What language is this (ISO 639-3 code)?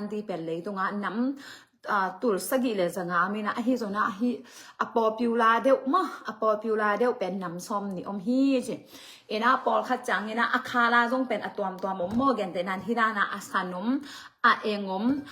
ctd